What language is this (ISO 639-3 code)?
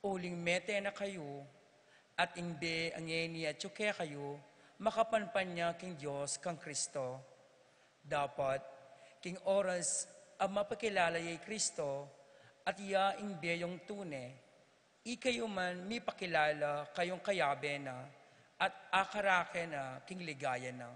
pam